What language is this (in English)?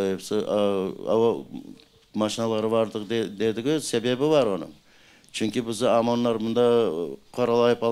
Crimean Tatar